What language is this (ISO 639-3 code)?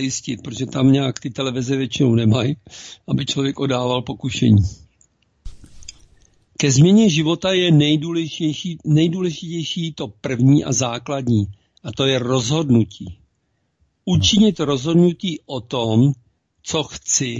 ces